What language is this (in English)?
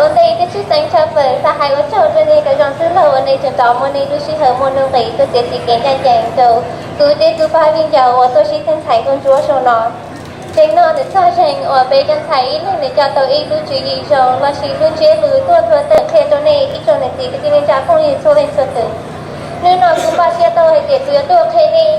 Hmong